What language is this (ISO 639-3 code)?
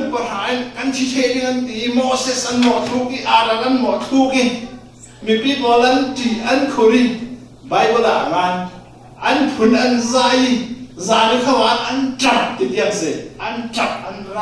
cfm